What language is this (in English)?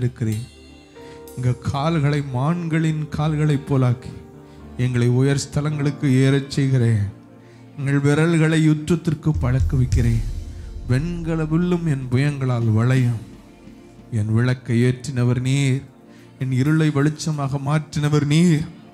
Tamil